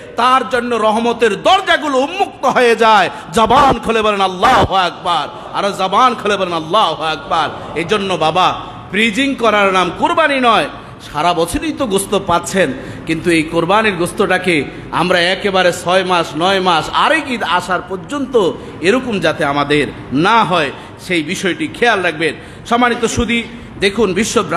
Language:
Bangla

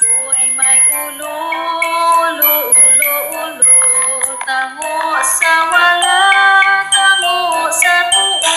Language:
Hiligaynon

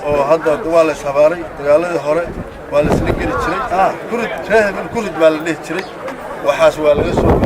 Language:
Somali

